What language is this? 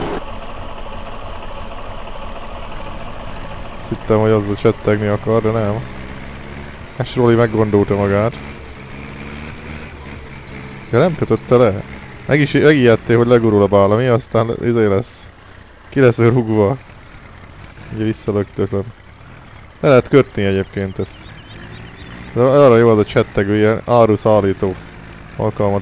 Hungarian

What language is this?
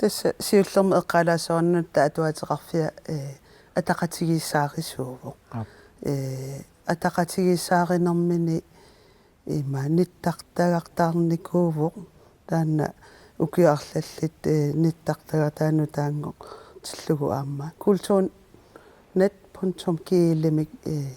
Kalaallisut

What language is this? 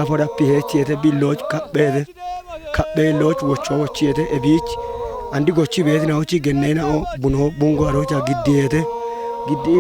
Kafa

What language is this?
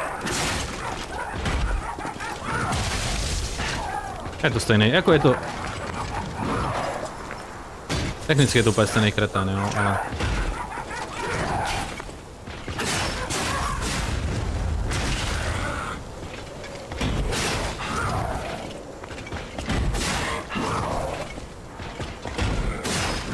Czech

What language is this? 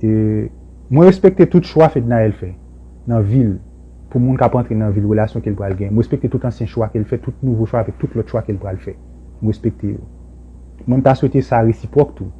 Haitian Creole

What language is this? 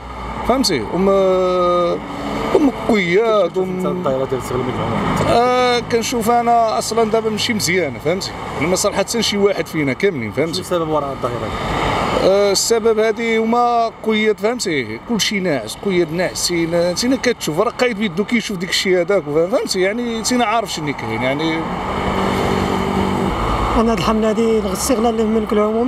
Moroccan Arabic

